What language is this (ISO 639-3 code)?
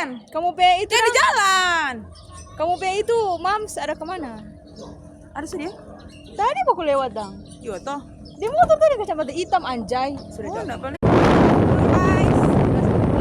xmm